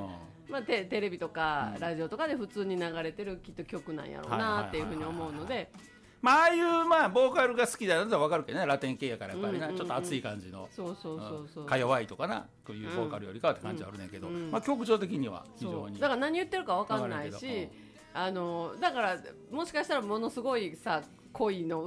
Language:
Japanese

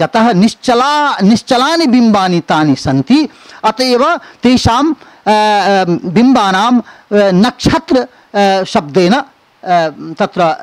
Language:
Sanskrit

